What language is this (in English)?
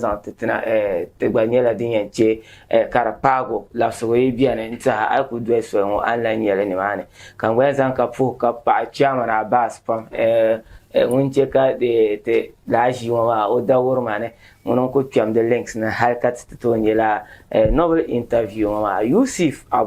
Dagbani